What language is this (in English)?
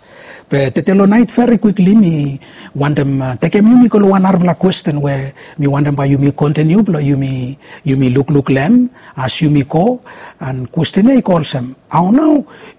Bislama